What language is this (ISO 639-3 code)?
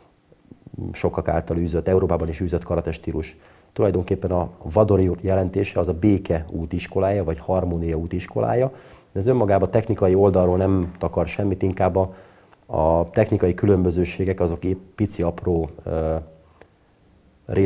hun